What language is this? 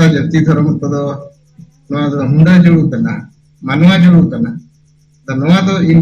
Santali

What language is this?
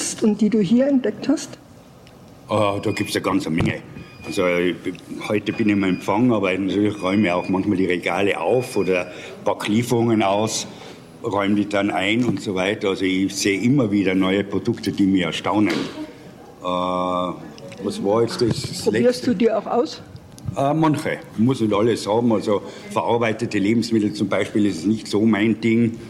German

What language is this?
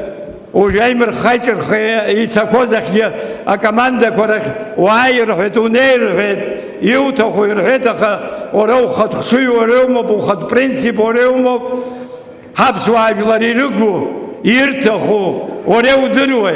Abkhazian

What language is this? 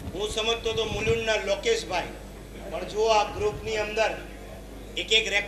Gujarati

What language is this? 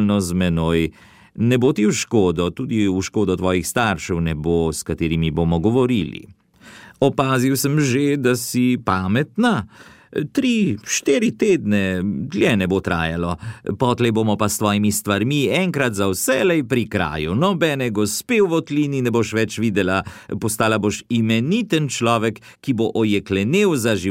Slovenian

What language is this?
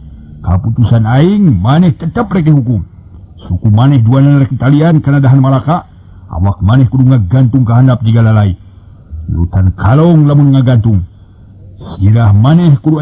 Sundanese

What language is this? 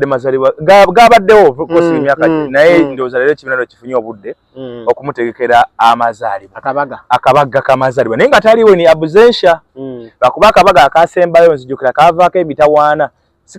Ganda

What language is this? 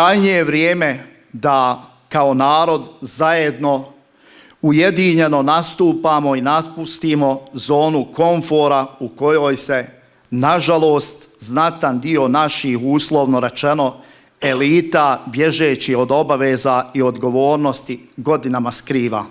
Bosnian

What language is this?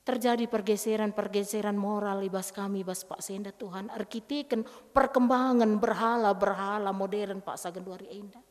Batak Karo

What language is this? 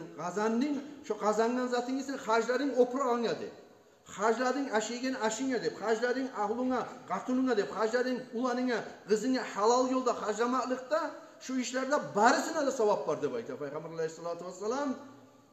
Kumyk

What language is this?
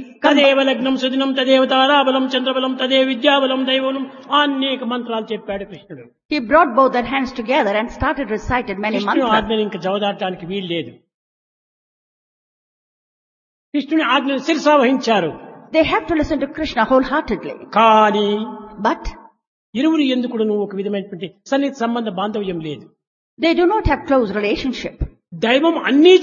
Telugu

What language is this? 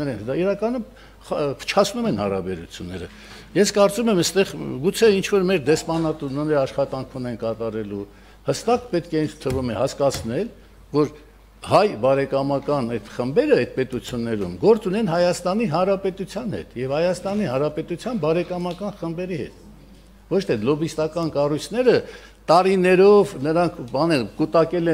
Armenian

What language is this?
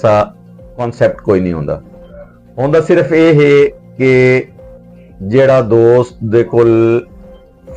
Western Panjabi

